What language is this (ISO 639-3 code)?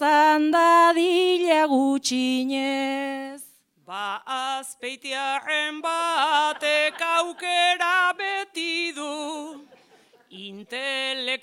eus